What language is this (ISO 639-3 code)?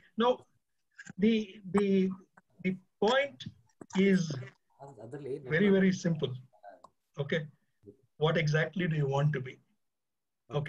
kan